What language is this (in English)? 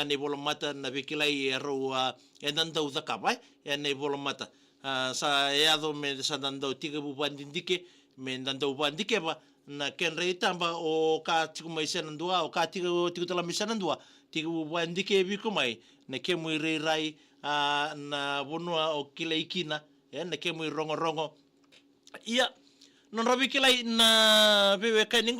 Fijian